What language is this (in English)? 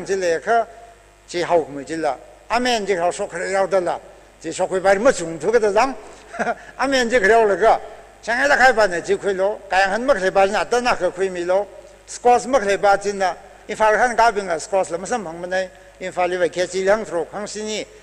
Tangkhul Naga (India)